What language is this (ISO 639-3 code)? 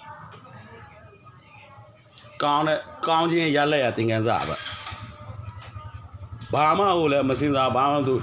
mya